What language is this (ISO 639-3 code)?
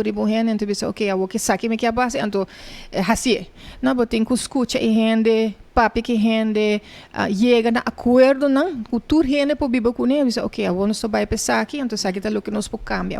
pap